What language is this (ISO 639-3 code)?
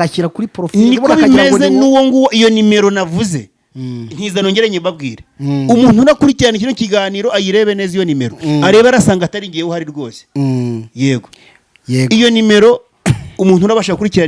kin